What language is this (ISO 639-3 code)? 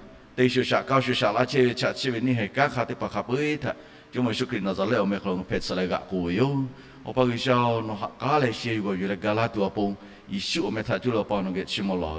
lhu